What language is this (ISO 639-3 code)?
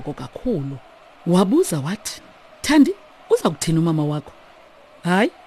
xho